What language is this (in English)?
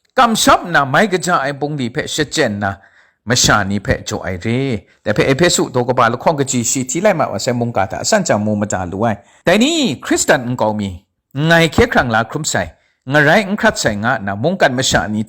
Kachin